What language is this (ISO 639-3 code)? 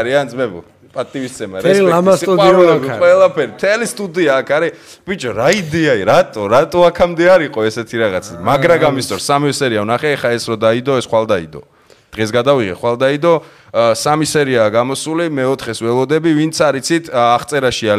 kat